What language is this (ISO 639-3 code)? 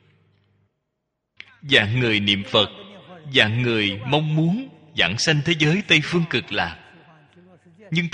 vie